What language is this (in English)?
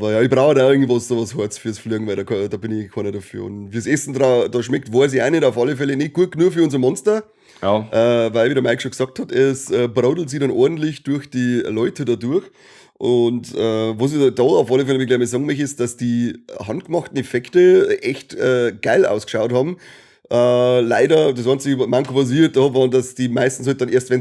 Bavarian